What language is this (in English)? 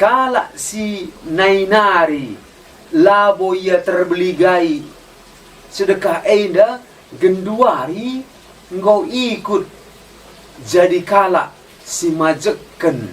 Batak Karo